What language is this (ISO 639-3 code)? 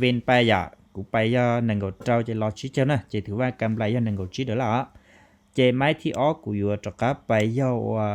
hmn